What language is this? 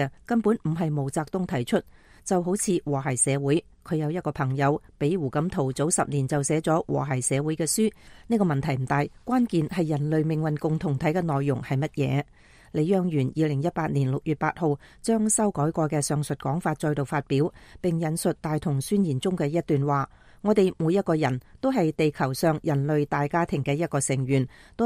Cantonese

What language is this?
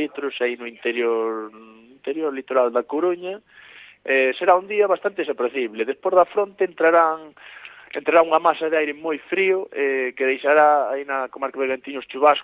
Galician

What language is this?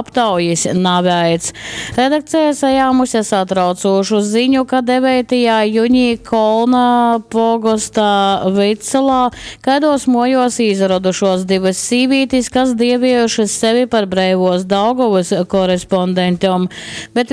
Latgalian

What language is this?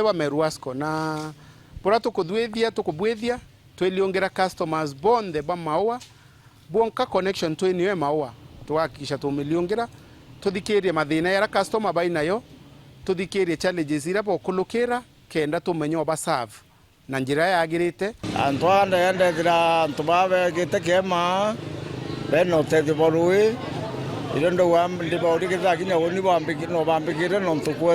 Meru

